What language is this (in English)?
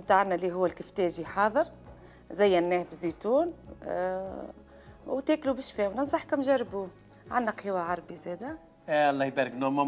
Algerian Arabic